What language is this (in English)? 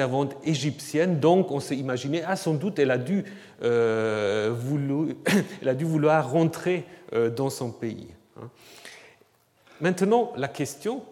French